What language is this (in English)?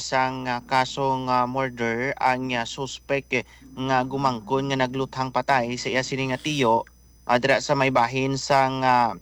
Hiligaynon